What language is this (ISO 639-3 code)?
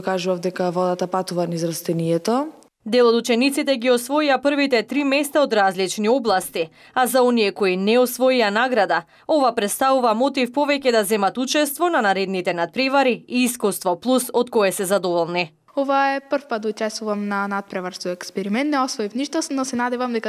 mkd